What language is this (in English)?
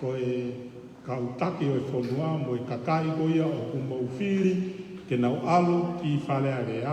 Tongan